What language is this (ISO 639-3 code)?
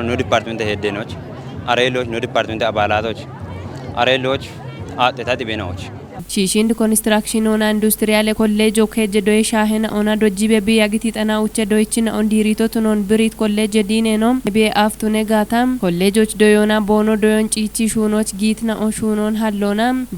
kbr